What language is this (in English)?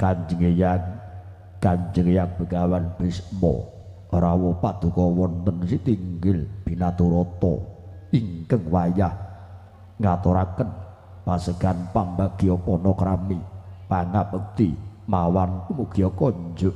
Javanese